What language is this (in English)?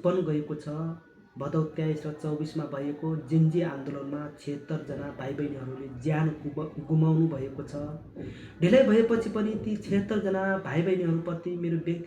Nepali